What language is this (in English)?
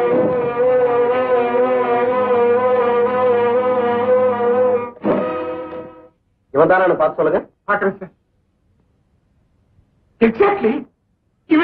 Tamil